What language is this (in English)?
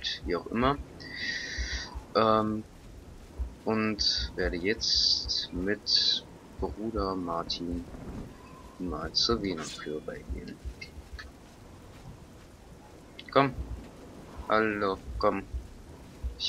German